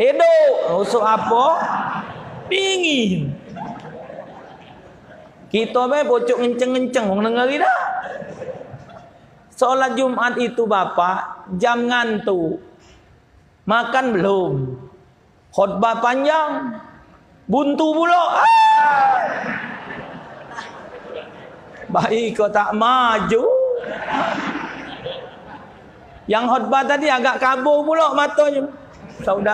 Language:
Malay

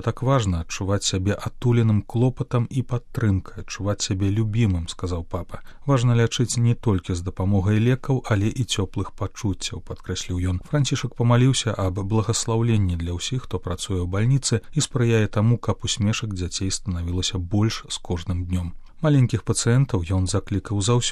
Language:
Belarusian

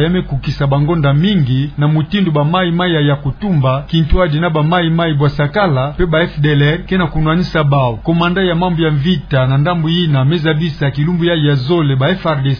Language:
Kituba (Democratic Republic of Congo)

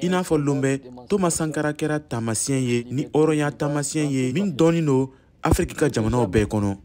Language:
Bambara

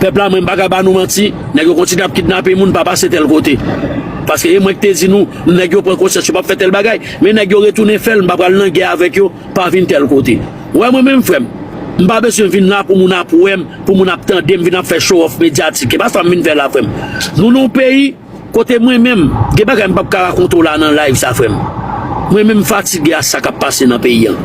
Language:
Haitian Creole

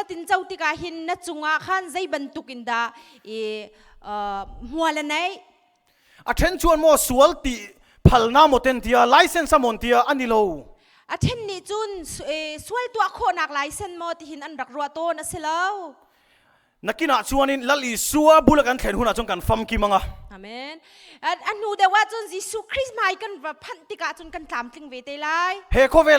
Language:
Hakha Chin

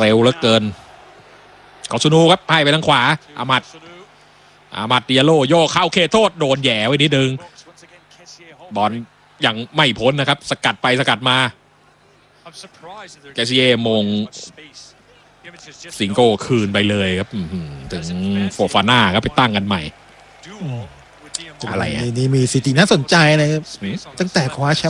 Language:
Thai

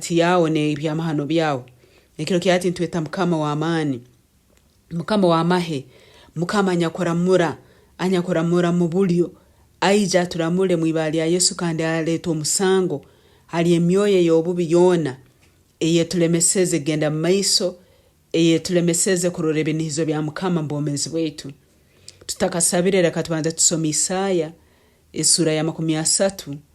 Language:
Nyoro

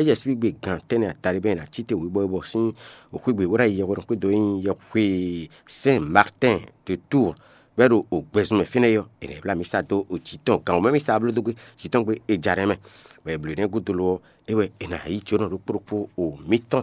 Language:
Fon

